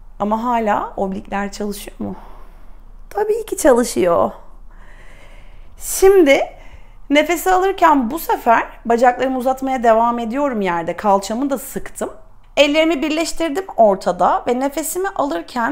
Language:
Turkish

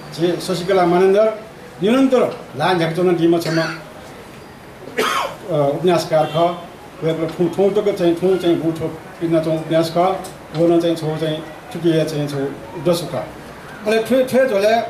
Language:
Newari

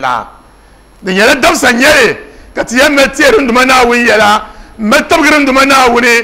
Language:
Dagbani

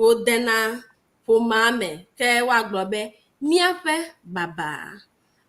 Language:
Ewe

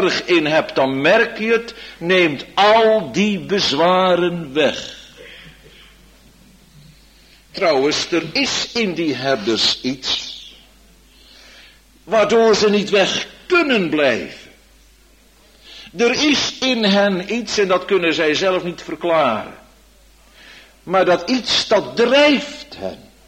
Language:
Dutch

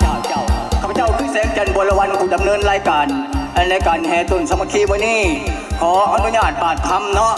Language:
Lao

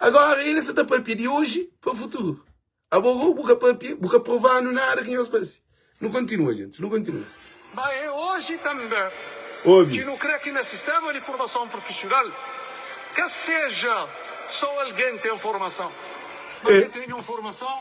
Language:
Kabuverdianu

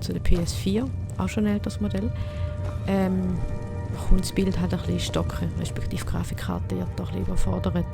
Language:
Swiss German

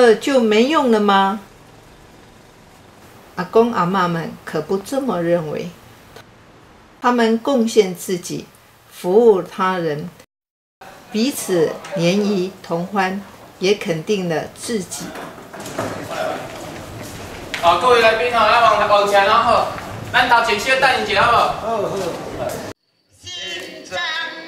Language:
Chinese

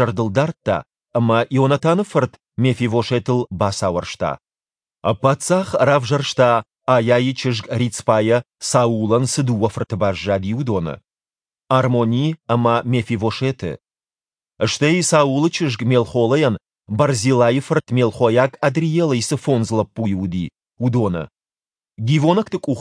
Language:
Ossetic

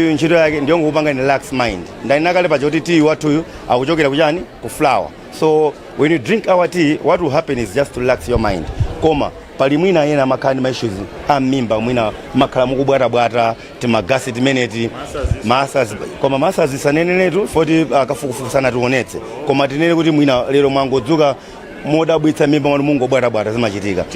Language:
Nyanja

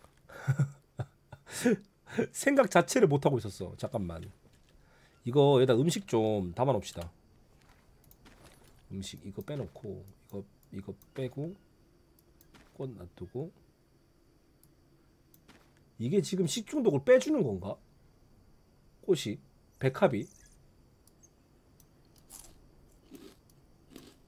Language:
Korean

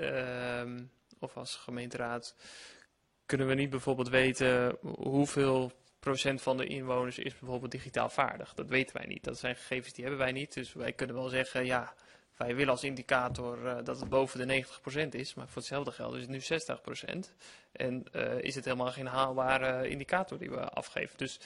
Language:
Dutch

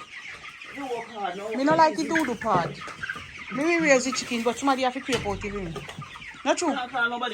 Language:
Jamaican Creole English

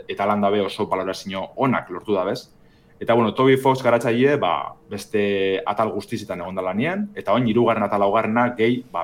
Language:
Basque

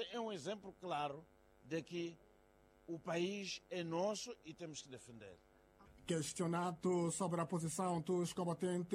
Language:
Portuguese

